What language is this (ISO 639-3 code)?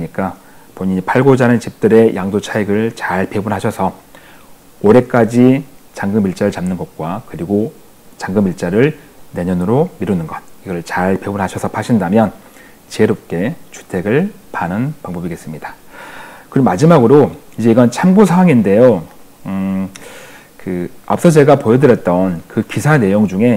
kor